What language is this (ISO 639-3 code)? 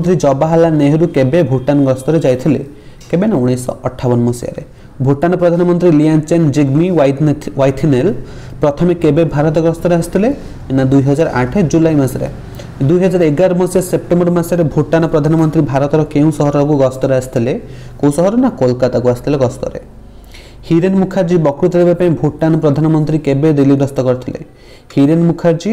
ori